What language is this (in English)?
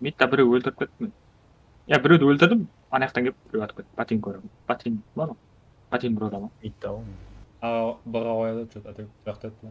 Kara-Kalpak